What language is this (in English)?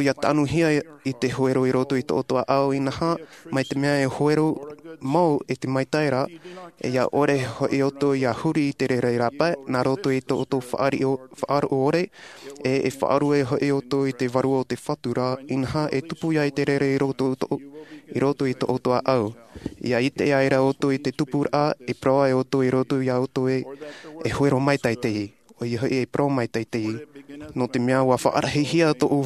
Tahitian